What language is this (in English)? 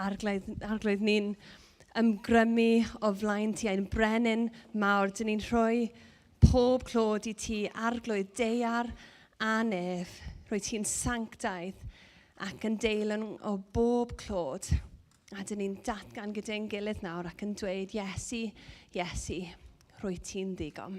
Welsh